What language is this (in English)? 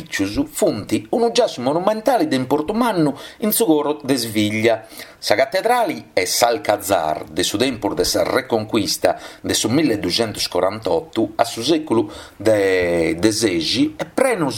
Sardinian